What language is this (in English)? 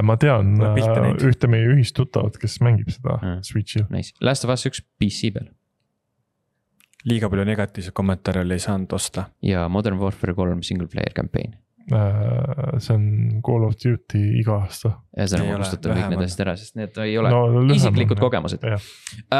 Estonian